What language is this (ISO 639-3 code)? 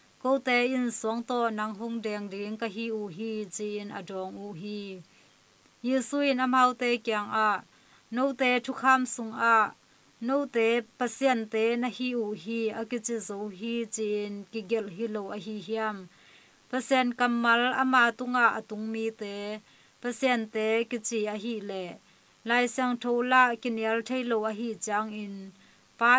ctd